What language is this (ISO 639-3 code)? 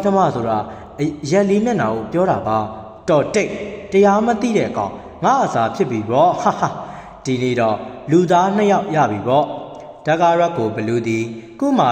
mya